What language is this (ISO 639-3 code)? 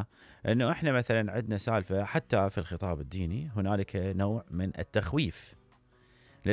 acm